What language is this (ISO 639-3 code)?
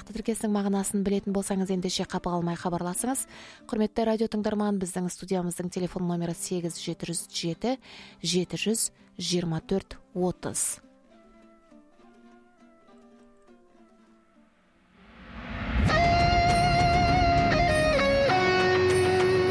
kaz